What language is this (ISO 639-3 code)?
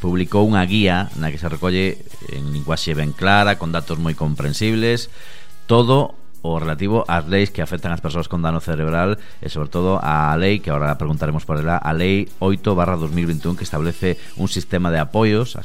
glg